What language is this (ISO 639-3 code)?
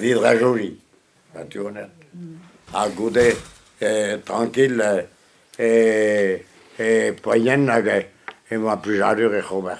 bre